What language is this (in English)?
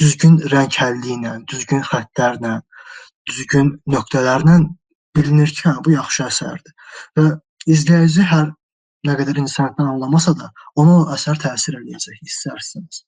Azerbaijani